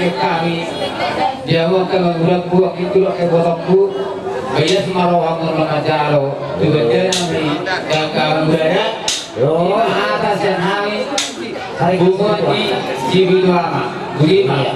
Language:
Batak Toba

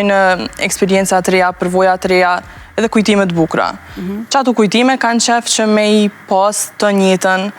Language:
Albanian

